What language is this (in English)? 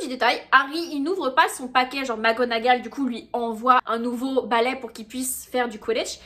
French